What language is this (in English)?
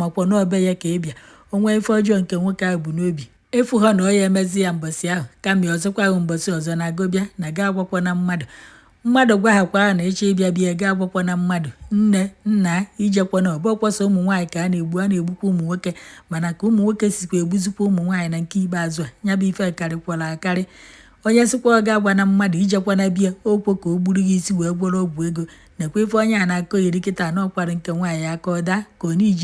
Igbo